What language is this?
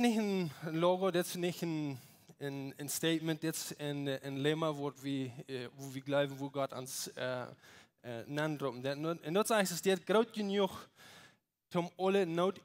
Plautdietsch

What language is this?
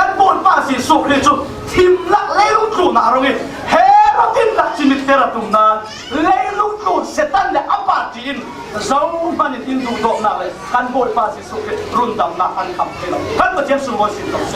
Falam Chin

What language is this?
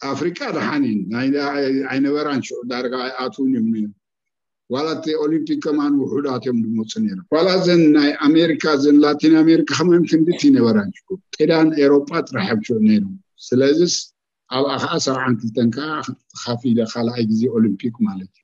Tigrinya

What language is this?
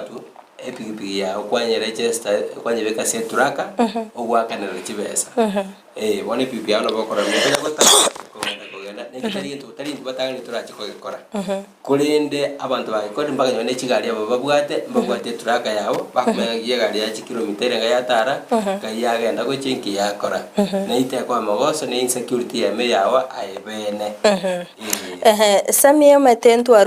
Gusii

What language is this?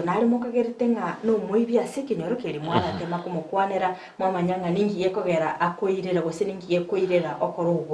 Gusii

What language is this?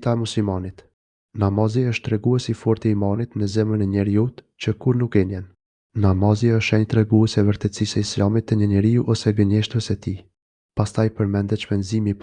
Albanian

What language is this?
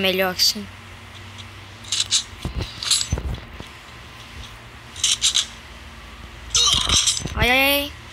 Portuguese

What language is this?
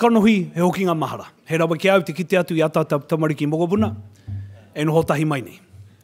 Māori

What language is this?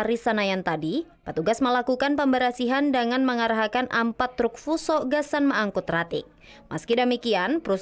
Banjar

